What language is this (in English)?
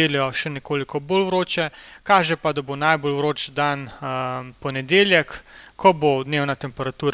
Slovenian